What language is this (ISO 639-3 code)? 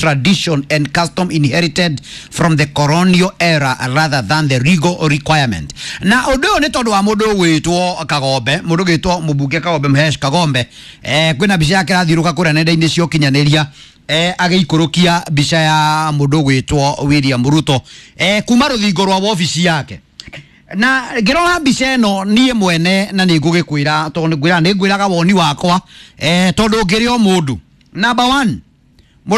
kik